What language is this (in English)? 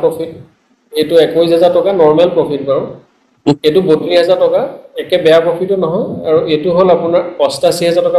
Assamese